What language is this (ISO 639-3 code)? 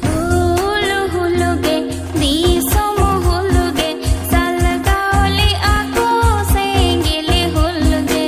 sat